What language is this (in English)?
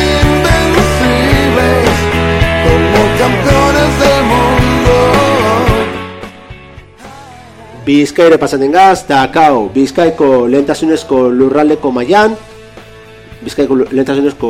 Basque